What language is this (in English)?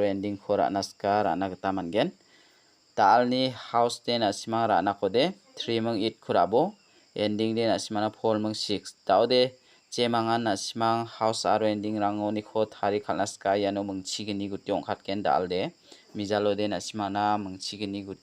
Garo